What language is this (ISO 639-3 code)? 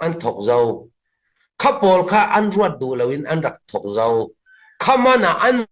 cnh